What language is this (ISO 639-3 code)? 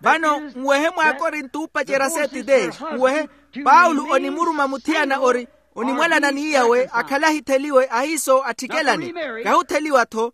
vmw